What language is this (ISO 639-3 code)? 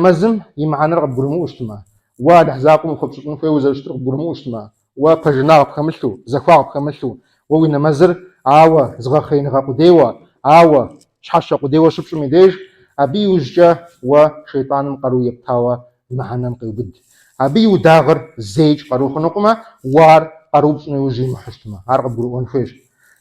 kbd